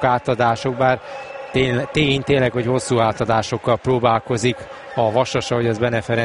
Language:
Hungarian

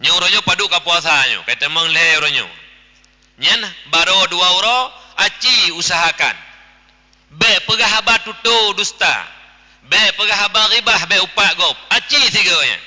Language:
Achinese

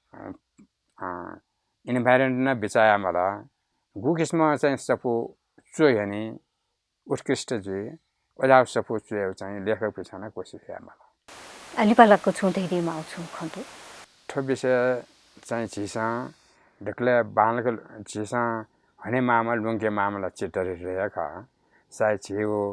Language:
Newari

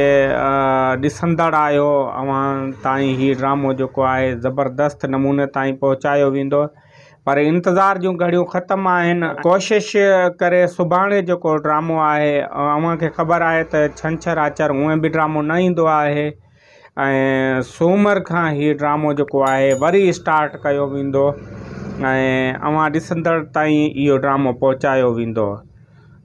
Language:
Sindhi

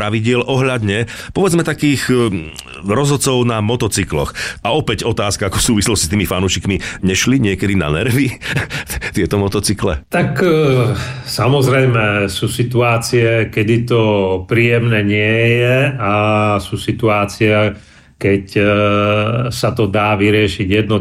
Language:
Slovak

